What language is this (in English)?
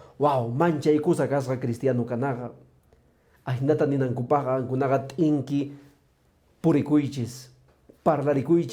Quechua